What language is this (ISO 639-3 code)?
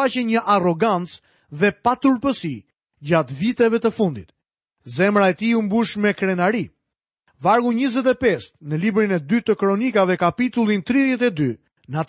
sqi